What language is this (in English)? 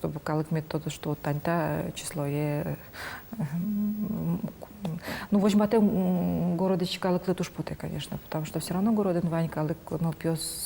Udmurt